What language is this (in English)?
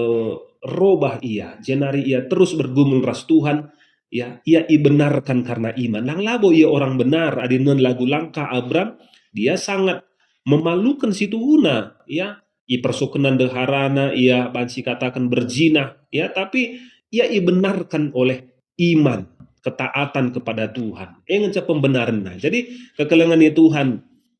Batak Karo